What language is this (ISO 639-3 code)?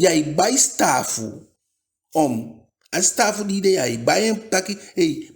djk